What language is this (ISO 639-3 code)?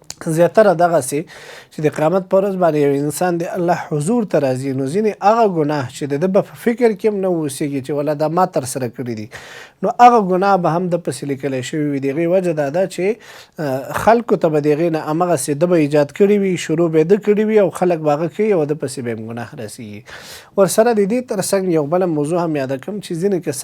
pus